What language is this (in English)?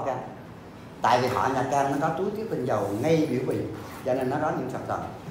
Vietnamese